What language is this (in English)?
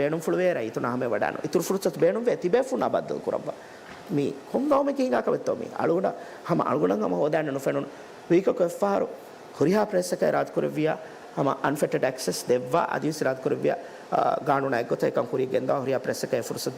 Divehi